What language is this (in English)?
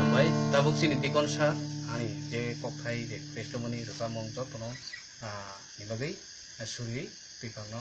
Kok Borok